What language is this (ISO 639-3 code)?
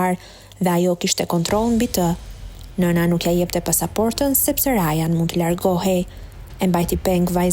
sqi